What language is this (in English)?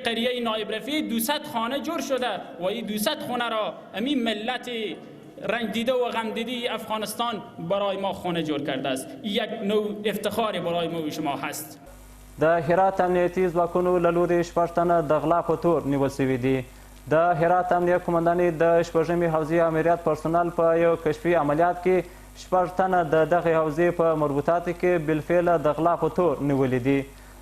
Pashto